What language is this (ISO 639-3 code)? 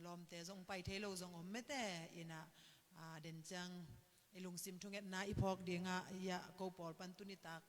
ctd